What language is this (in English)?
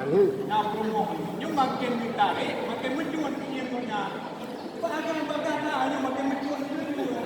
Achinese